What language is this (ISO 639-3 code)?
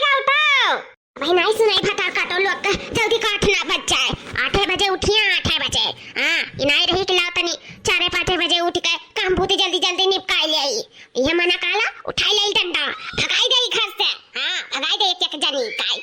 awa